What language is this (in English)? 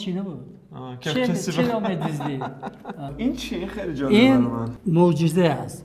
Persian